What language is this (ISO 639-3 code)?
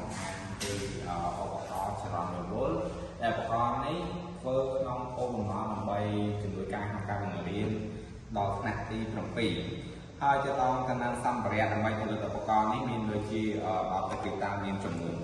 khm